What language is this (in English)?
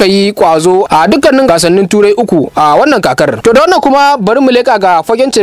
Hausa